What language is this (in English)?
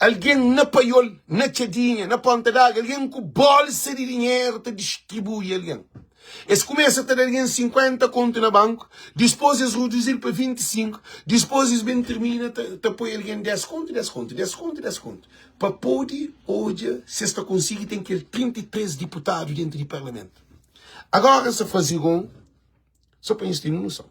Kabuverdianu